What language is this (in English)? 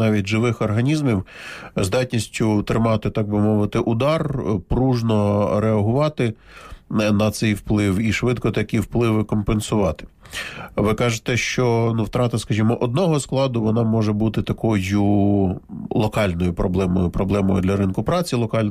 Ukrainian